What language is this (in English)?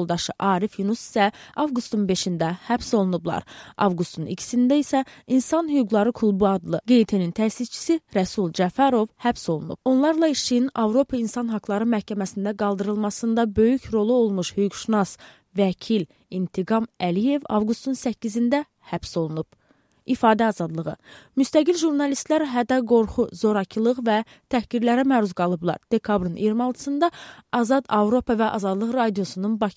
Azerbaijani